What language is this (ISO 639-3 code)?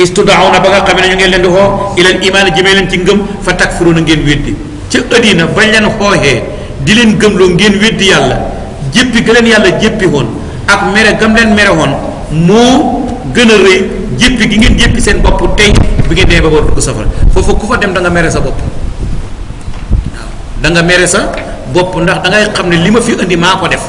wol